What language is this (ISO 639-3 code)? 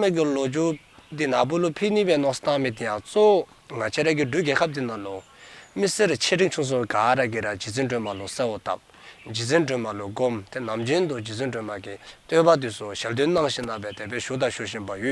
dzo